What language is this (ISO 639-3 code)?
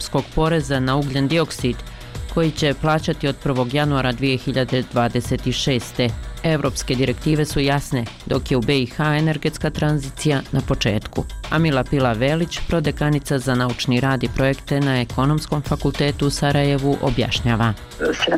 bos